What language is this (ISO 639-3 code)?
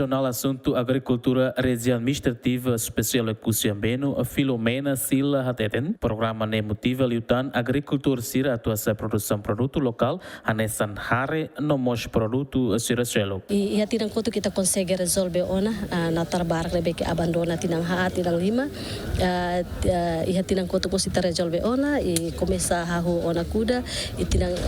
tet